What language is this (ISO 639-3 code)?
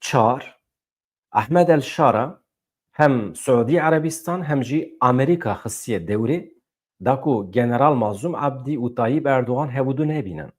kur